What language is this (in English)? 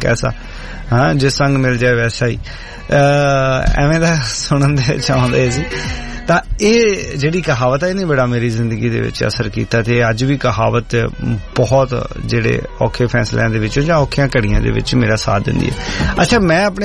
Punjabi